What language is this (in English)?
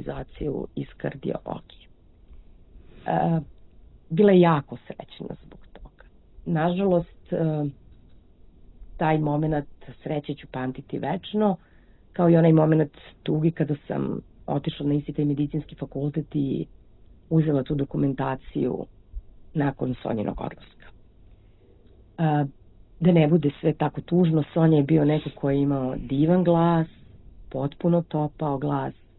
Serbian